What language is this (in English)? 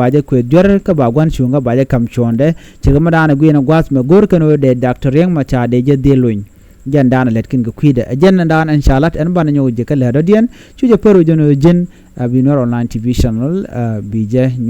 Nuer